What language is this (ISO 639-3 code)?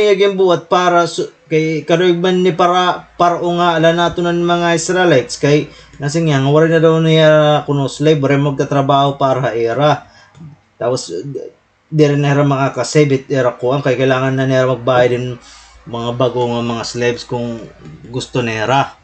war